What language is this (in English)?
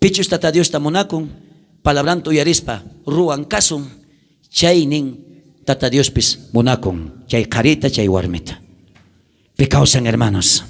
South Bolivian Quechua